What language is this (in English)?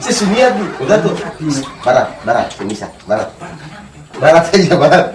Ambonese Malay